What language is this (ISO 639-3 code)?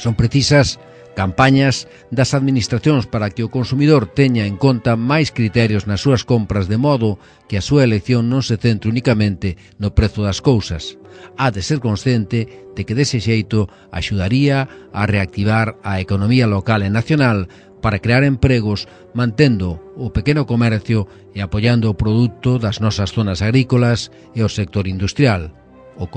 glg